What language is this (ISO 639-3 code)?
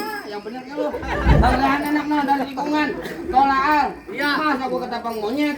bew